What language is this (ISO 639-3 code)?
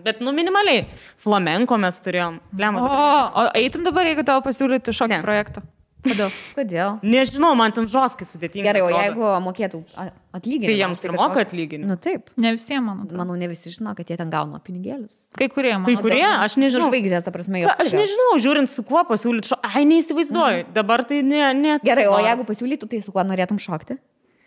lit